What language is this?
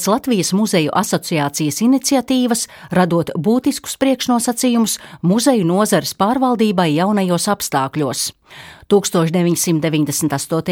Latvian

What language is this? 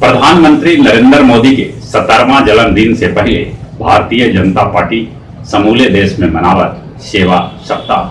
Magahi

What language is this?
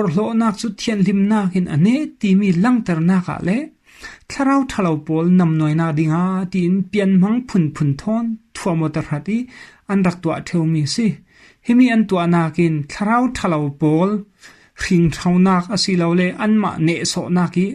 Falam Chin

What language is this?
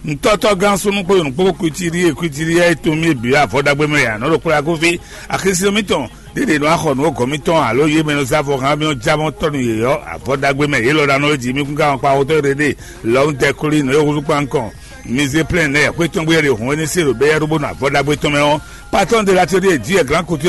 Fon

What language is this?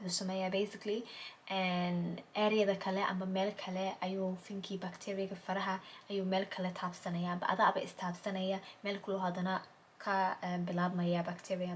Somali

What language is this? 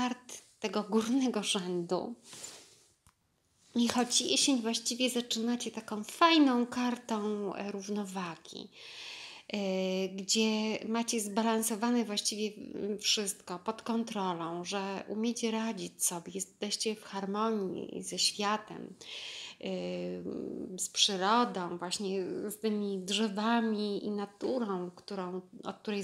Polish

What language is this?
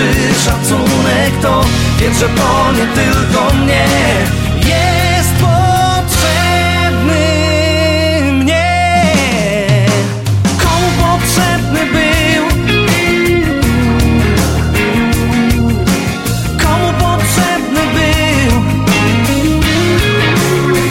Polish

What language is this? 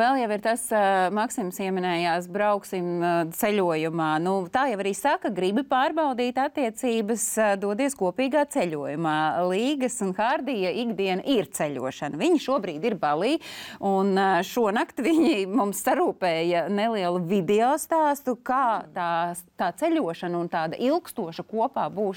Latvian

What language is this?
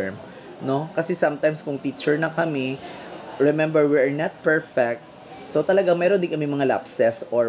Filipino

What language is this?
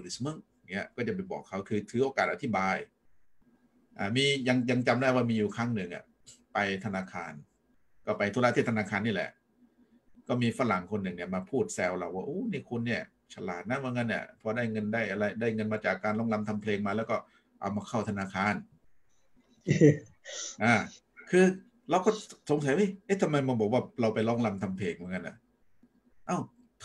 Thai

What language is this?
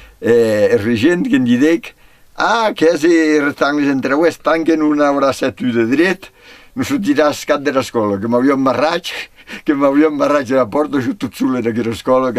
Occitan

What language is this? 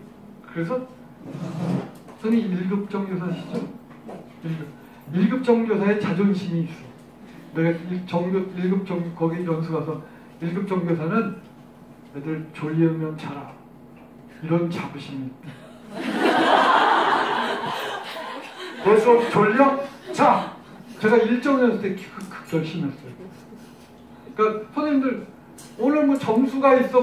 Korean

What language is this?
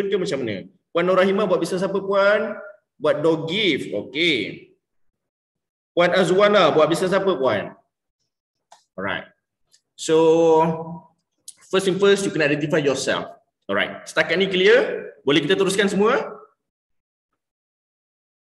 Malay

